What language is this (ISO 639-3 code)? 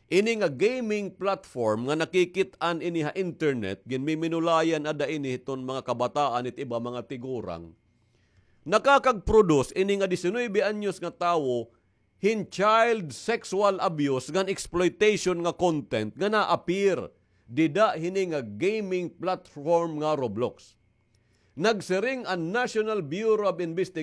war